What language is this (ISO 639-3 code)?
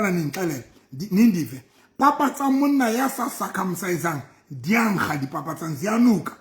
sot